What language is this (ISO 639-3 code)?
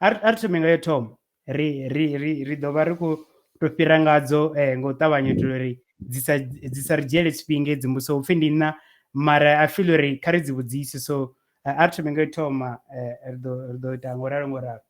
ven